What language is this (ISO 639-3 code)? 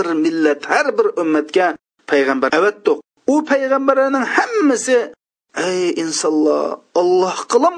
uig